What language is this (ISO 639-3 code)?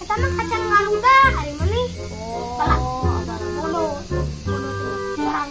sun